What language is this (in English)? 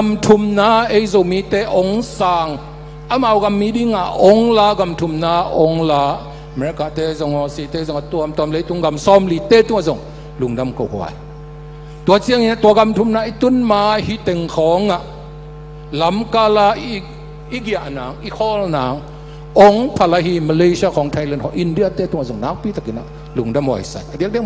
Tedim Chin